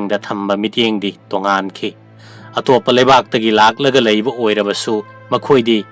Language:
Manipuri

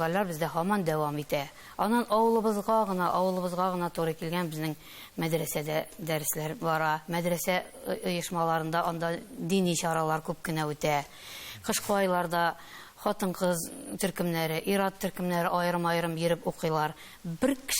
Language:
Tatar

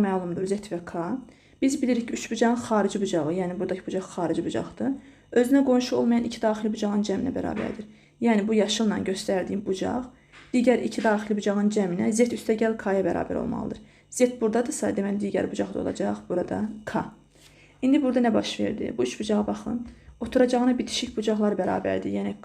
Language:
Azerbaijani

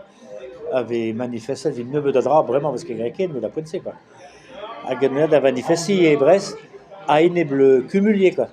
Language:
Breton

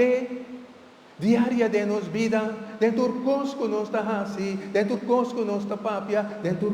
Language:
Papiamento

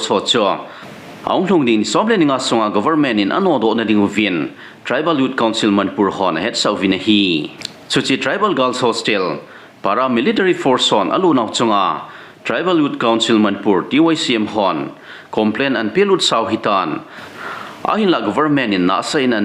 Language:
Thado Chin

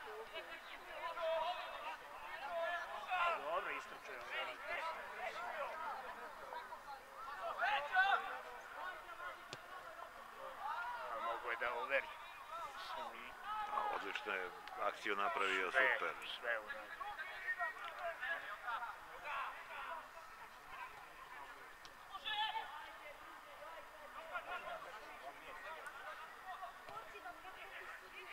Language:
Serbian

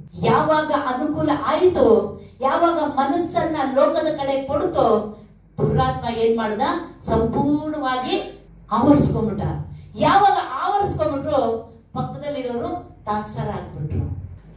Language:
Kannada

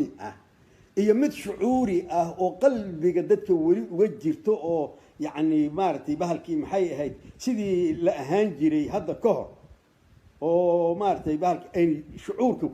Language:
Somali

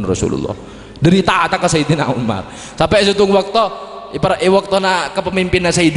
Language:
Madurese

